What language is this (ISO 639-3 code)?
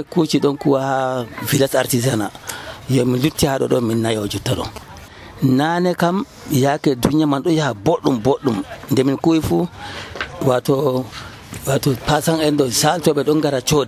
fuv